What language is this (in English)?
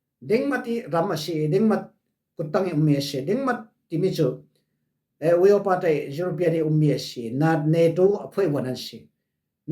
Falam Chin